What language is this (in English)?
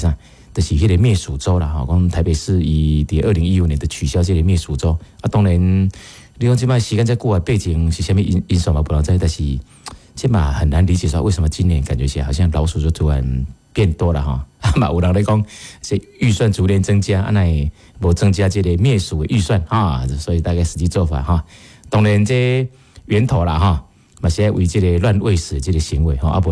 Min Nan Chinese